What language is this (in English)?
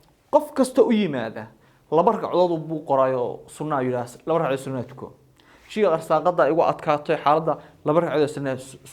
Somali